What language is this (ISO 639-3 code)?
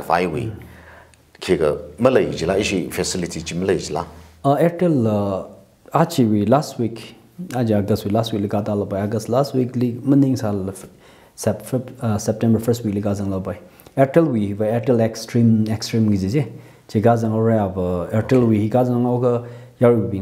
nmf